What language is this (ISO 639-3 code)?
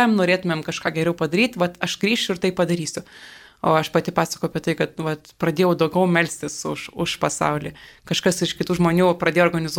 lit